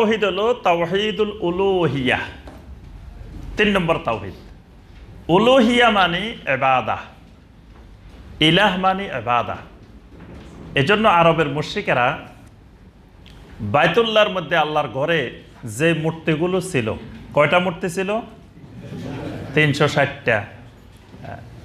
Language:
Bangla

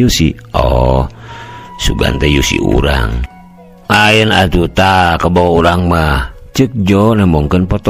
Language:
Sundanese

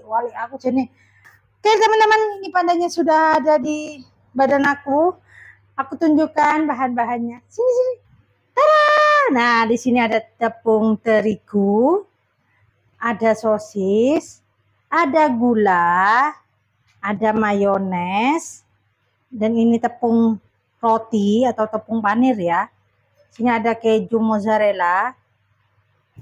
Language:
Indonesian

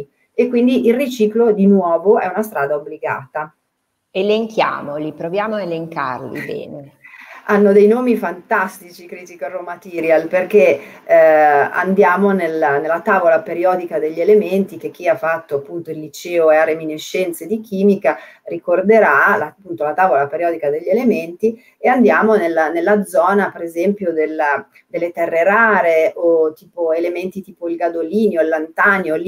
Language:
Italian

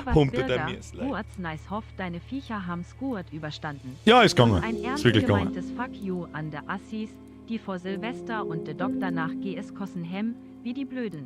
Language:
Bavarian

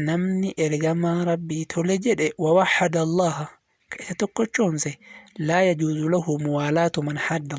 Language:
Oromo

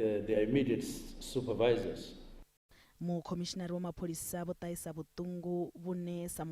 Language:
Venda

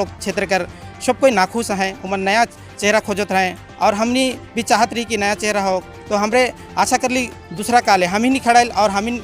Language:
Sadri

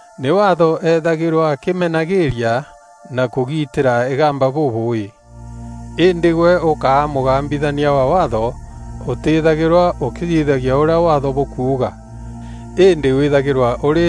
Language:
Meru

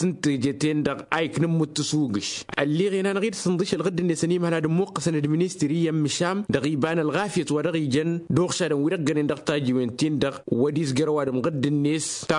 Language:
Tamasheq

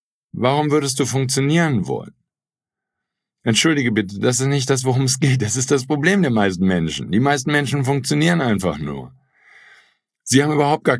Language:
German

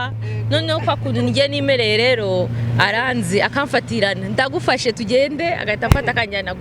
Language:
Kinyarwanda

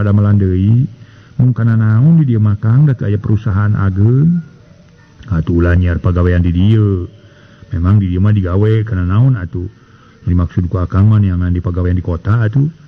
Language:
Sundanese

